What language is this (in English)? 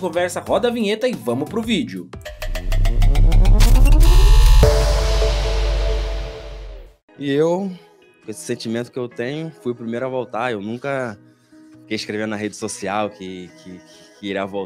Portuguese